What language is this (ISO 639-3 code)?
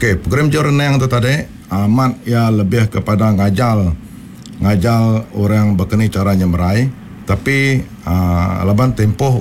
iba